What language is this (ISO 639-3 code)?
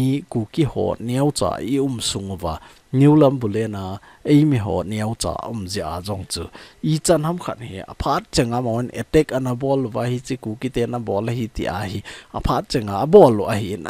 tcz